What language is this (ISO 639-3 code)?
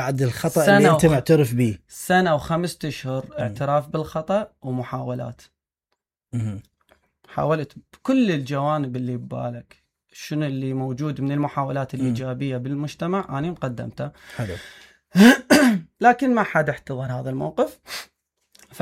acm